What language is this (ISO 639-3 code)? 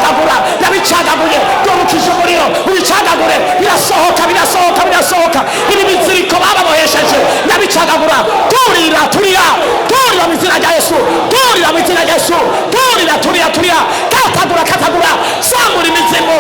run